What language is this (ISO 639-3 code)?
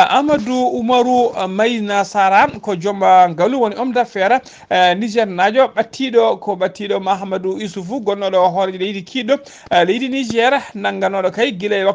ful